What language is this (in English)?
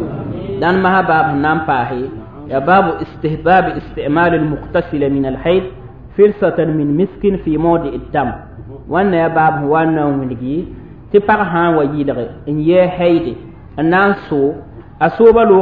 Mossi